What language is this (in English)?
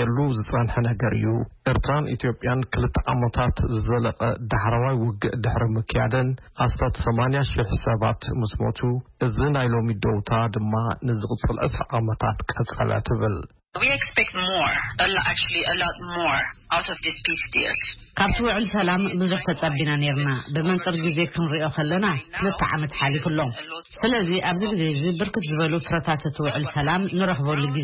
Tigrinya